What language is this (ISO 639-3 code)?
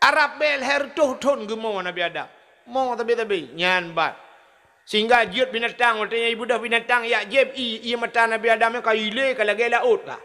ace